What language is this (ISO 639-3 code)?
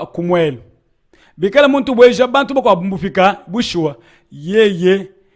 lua